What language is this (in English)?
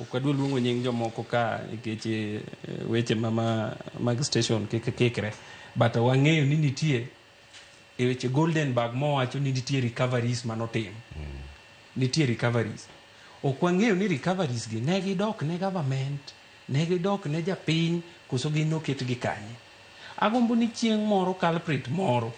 Luo (Kenya and Tanzania)